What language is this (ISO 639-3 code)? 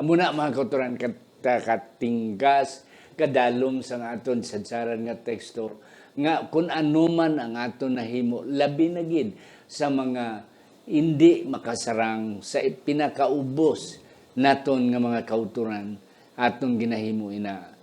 hil